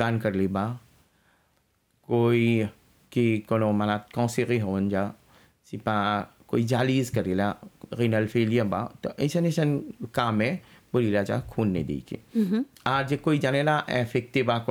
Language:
Bhojpuri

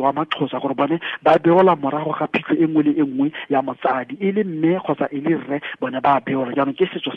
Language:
Tswana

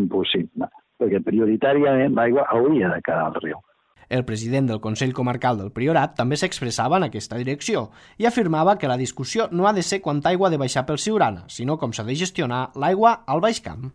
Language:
Catalan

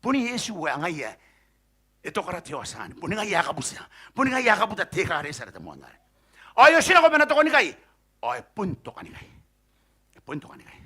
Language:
Gilbertese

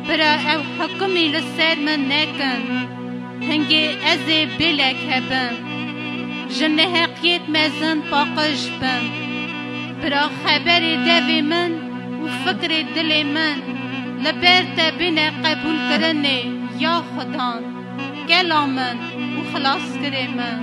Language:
Kurdish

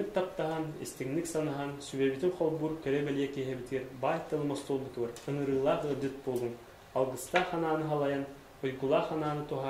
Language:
Yakut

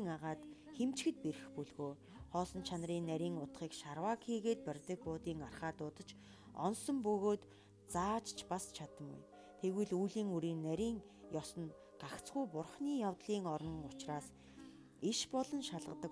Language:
Mongolian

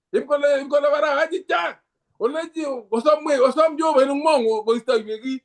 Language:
Kalenjin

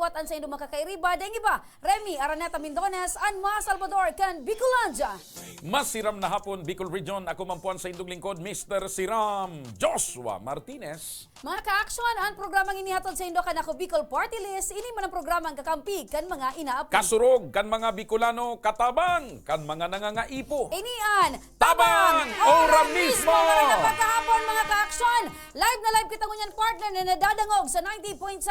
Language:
Bikol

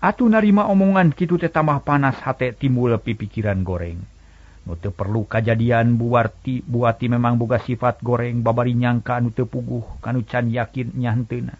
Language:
Sundanese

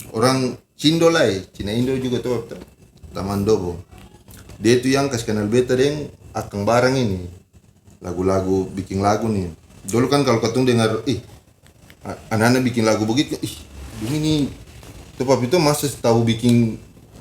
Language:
Ambonese Malay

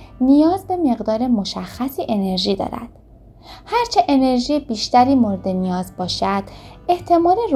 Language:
Persian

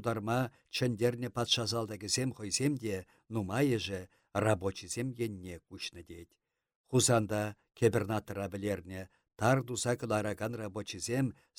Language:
Chuvash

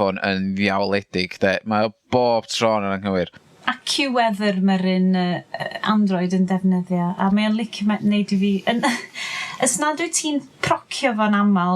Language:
Welsh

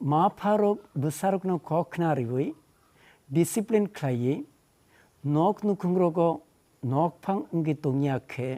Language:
Kok Borok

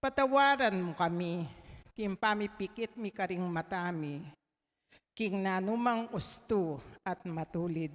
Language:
Pampanga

